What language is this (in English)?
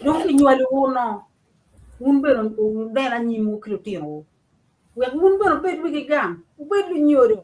Acoli